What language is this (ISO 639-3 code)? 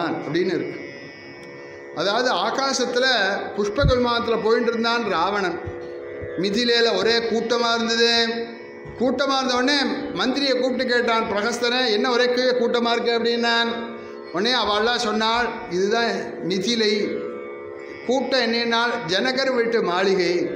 tam